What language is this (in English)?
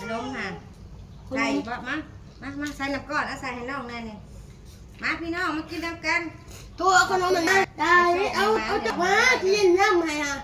Northeastern Thai